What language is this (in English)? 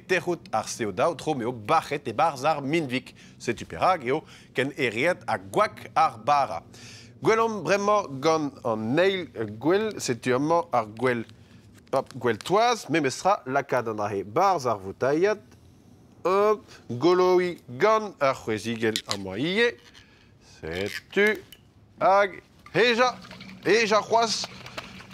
Breton